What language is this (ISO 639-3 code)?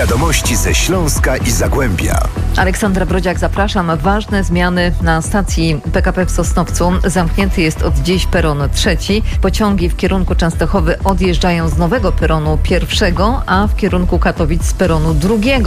pol